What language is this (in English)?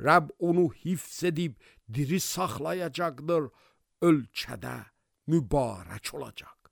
Azerbaijani